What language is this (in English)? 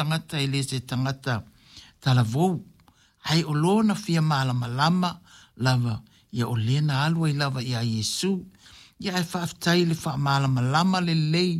Samoan